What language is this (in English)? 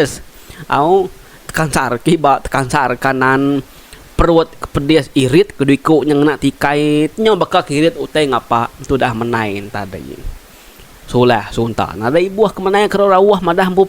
Iban